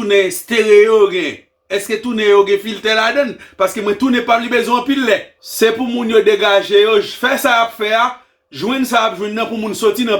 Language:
Haitian Creole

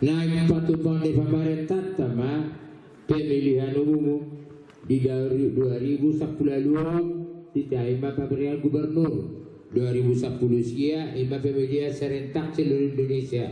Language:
Batak Toba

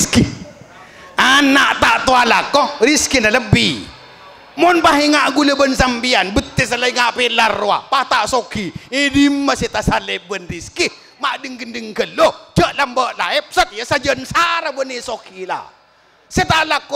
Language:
Madurese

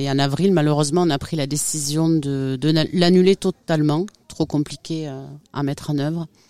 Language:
French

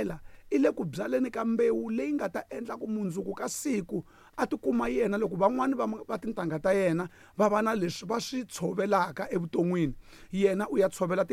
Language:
Tsonga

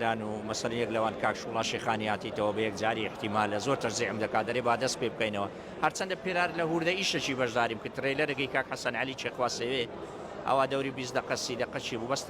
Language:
Central Kurdish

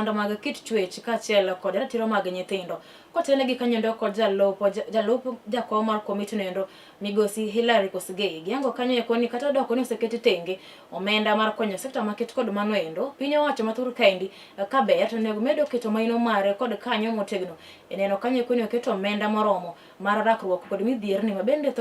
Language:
Luo (Kenya and Tanzania)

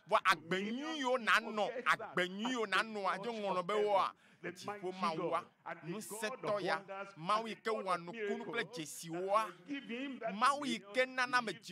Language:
Ewe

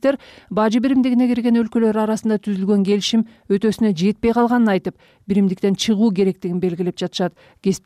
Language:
Kyrgyz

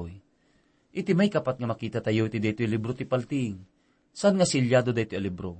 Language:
Iloko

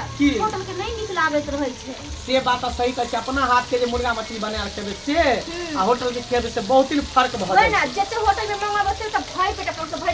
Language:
Maithili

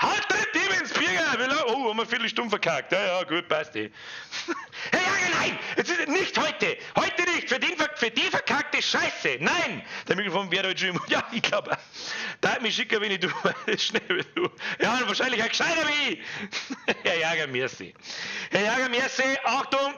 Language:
Bavarian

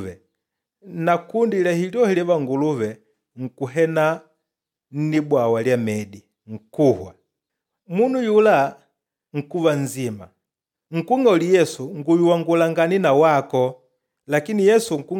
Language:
Makonde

